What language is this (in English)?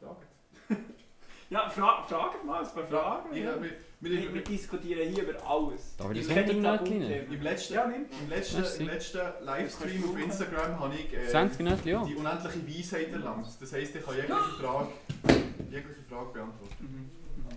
Swiss German